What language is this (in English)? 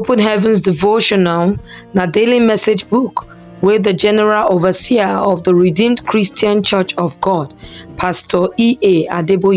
Nigerian Pidgin